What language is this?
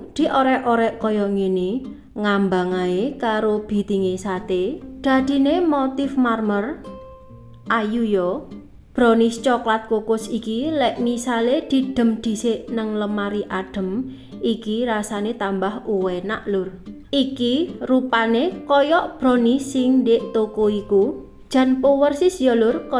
Javanese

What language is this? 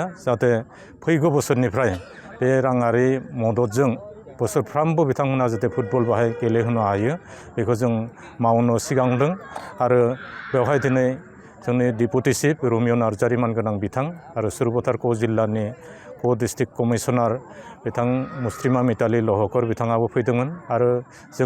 Bodo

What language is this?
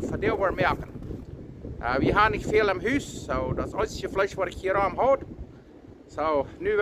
Plautdietsch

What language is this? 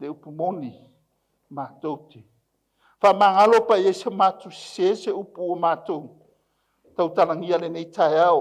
Samoan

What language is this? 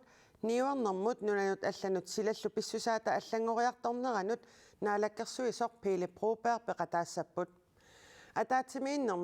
Kalaallisut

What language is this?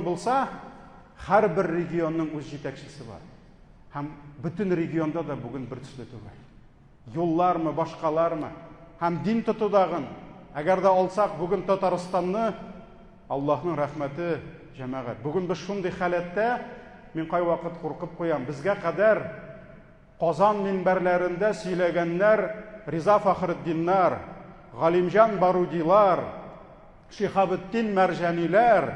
Tatar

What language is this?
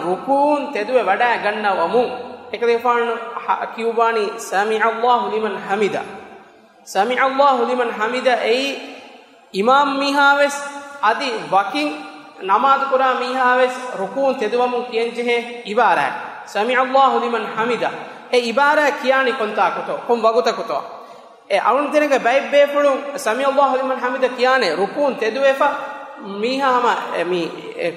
Divehi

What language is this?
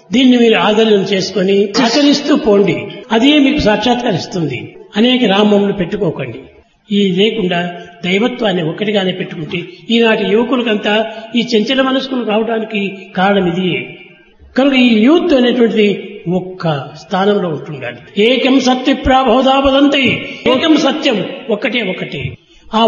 Telugu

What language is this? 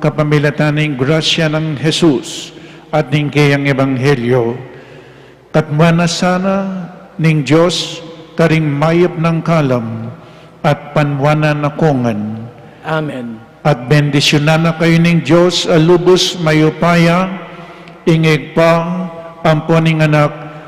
Pampanga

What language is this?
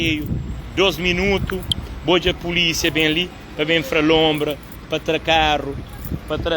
Kabuverdianu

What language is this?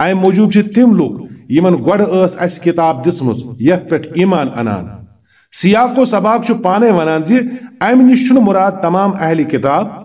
Kashmiri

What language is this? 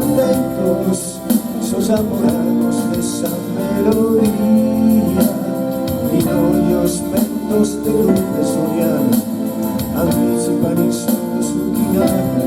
Sardinian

